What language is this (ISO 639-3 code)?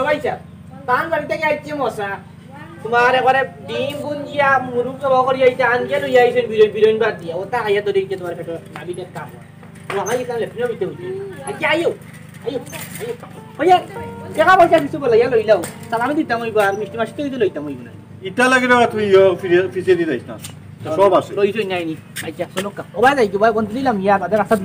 syl